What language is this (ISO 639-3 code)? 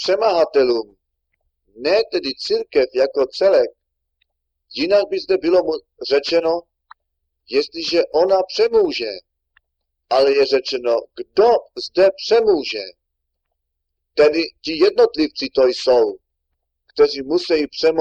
ces